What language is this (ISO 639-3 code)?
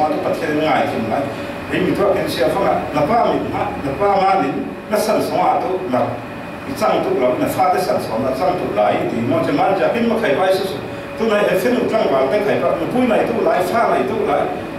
cfm